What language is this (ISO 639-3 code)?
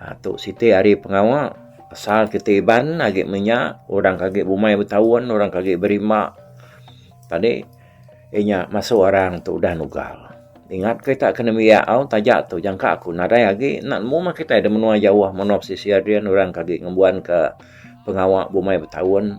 iba